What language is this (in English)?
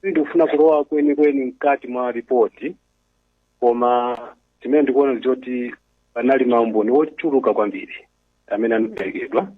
Nyanja